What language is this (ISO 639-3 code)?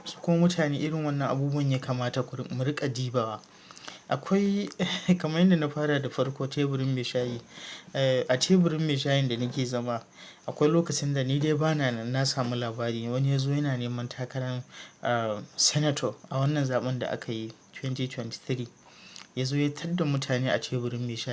hau